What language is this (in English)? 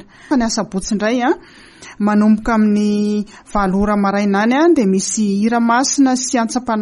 Malagasy